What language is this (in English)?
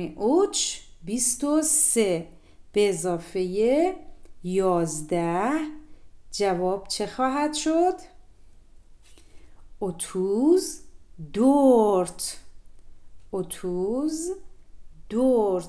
Persian